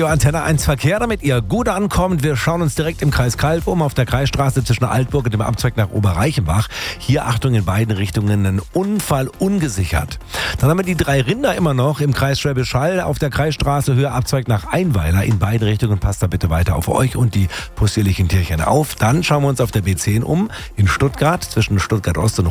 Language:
German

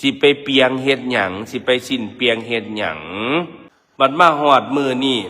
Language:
Northeastern Thai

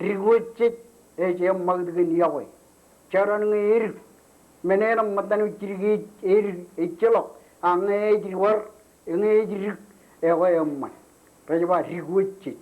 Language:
Marshallese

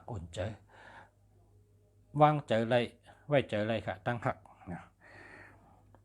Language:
Shan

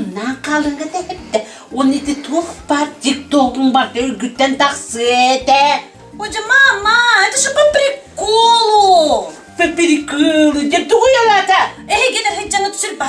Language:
Yakut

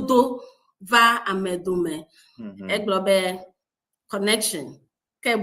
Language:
Ewe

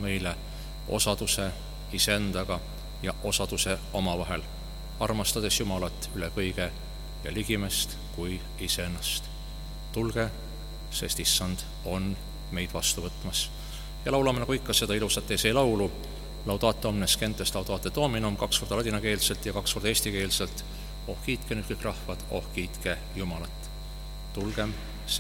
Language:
Estonian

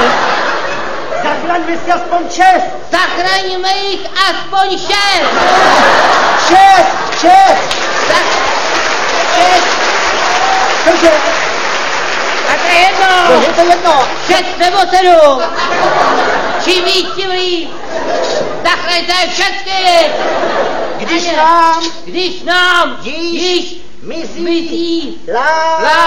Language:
Czech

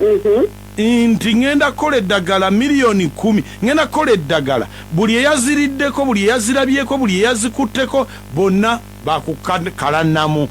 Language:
Ganda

